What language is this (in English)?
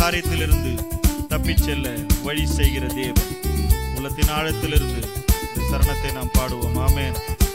Tamil